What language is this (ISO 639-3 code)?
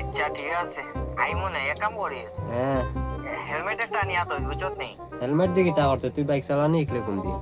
syl